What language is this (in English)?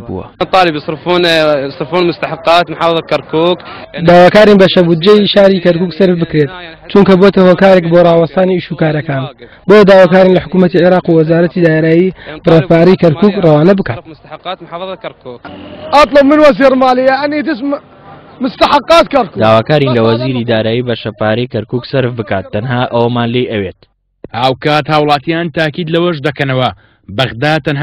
Central Kurdish